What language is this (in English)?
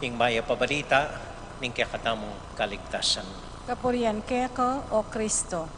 Pampanga